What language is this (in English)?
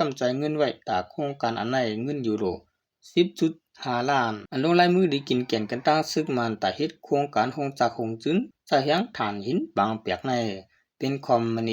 Shan